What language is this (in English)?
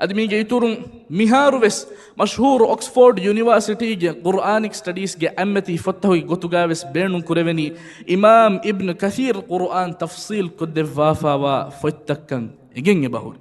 Divehi